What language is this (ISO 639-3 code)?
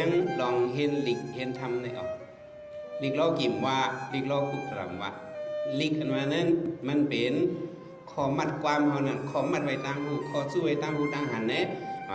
shn